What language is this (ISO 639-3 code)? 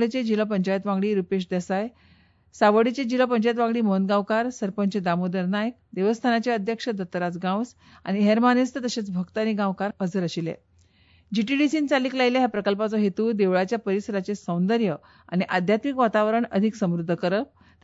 kok